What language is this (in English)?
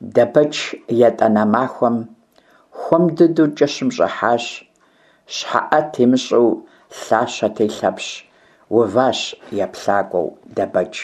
Kabardian